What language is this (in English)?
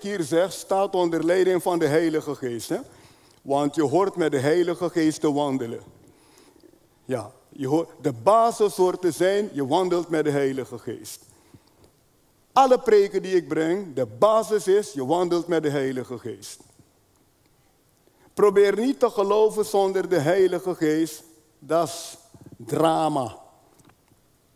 Dutch